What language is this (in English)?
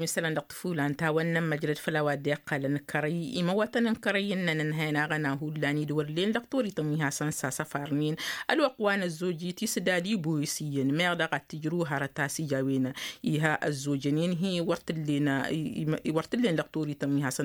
Tamasheq